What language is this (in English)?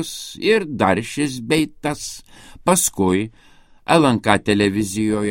Lithuanian